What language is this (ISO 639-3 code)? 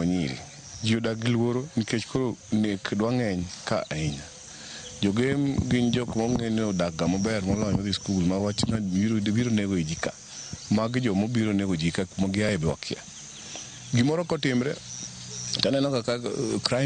luo